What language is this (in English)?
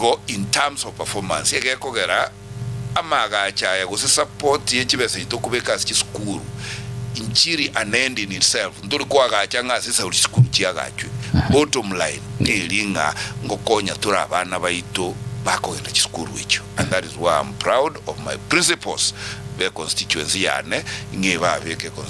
Gusii